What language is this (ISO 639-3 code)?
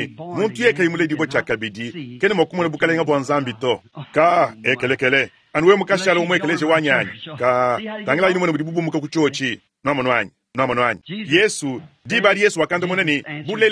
lua